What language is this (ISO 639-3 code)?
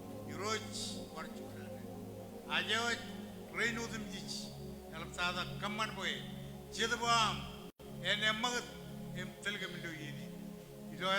mah